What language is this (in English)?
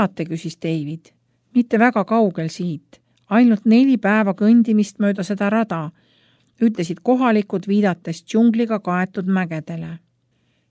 Estonian